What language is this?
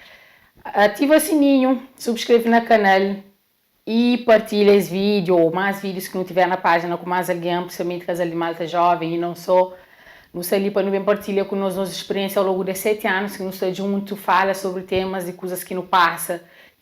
Kabuverdianu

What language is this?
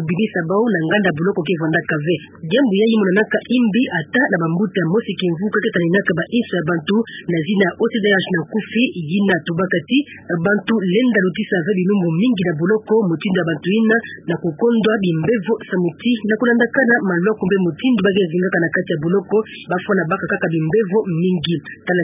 Kituba (Democratic Republic of Congo)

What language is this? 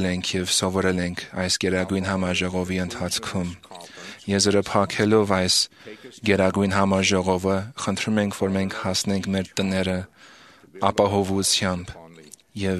Armenian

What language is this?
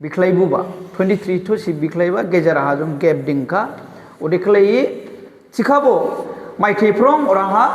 Dimasa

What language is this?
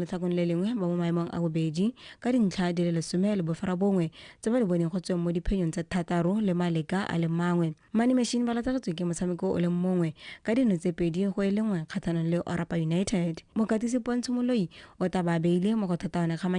Tswana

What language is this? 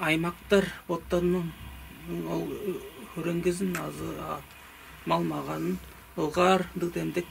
Tuvinian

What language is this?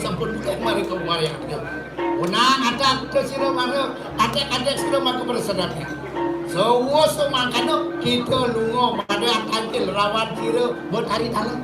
Balinese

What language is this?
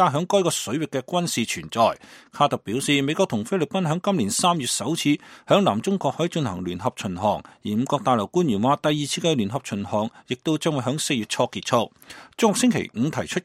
Cantonese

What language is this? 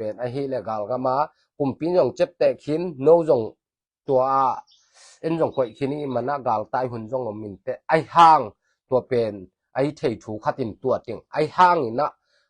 Tedim Chin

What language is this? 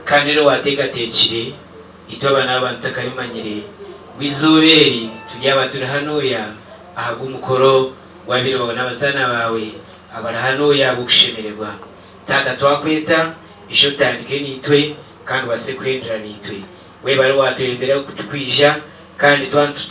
Nyankole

